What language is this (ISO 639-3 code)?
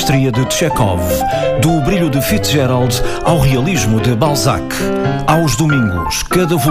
por